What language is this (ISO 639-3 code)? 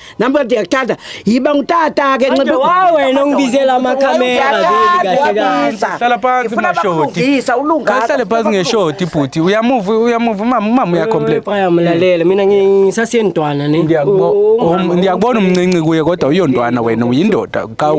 zul